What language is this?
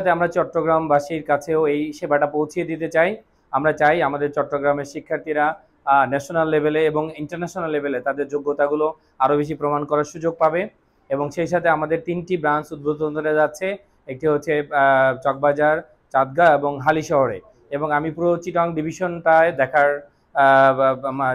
Bangla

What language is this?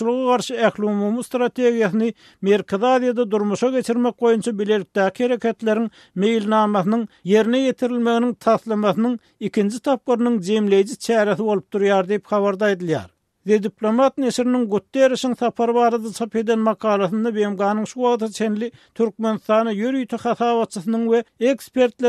Turkmen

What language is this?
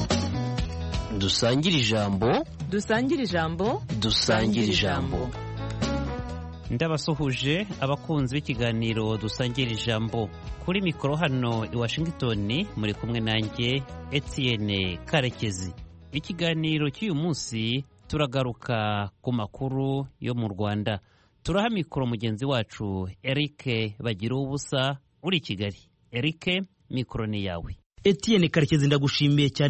Kinyarwanda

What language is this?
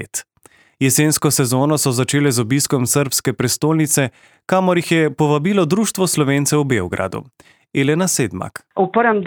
Slovenian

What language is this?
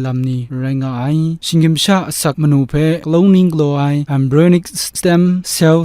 Kachin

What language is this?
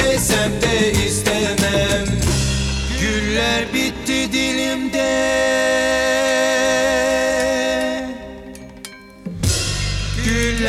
Turkish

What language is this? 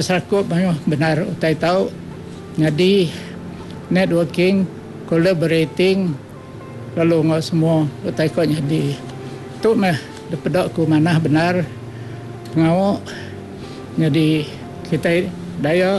Iban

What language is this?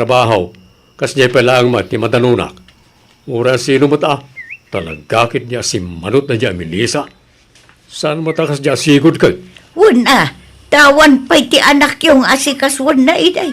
Iloko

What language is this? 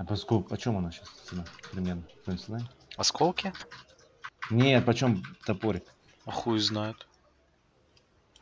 Russian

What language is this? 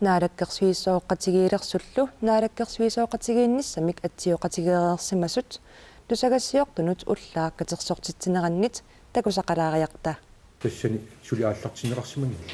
Kalaallisut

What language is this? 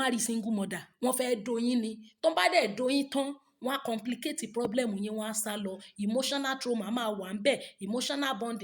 Yoruba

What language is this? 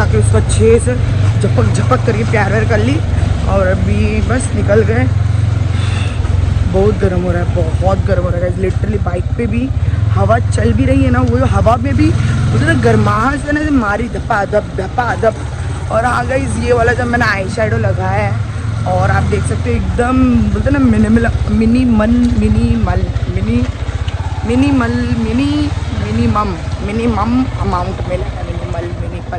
Hindi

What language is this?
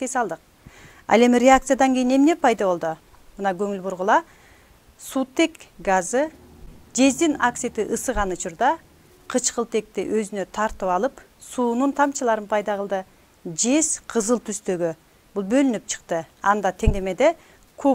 Kyrgyz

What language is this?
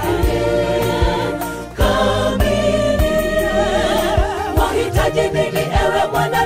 Swahili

